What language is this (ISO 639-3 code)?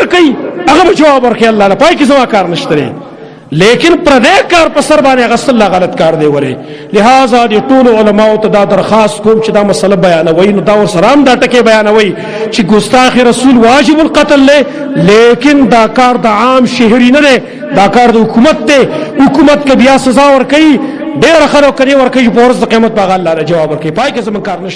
pus